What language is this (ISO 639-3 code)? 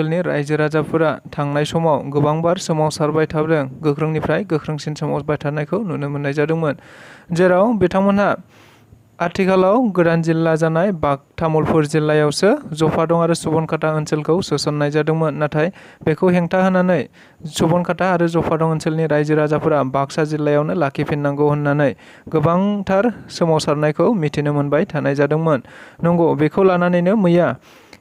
brx